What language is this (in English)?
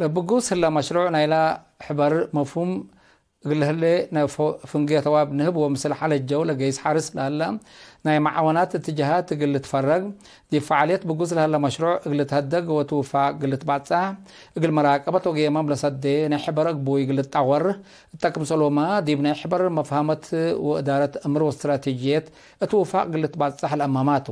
Tigre